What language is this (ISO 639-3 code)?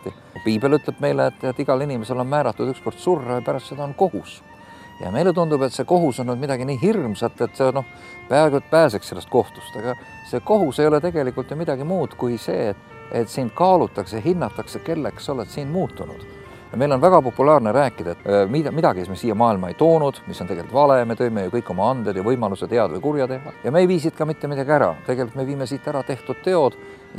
est